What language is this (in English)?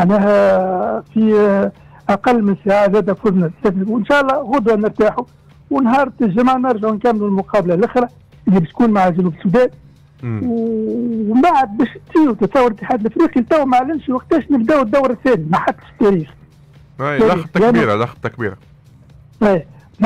Tunisian Arabic